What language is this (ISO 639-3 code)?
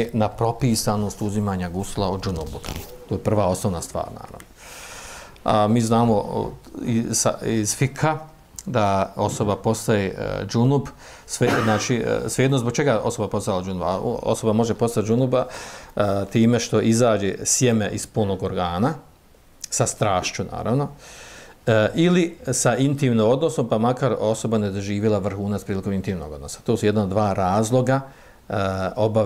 bos